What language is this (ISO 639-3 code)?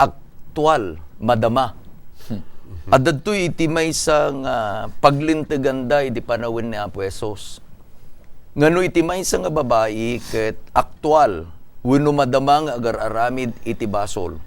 ilo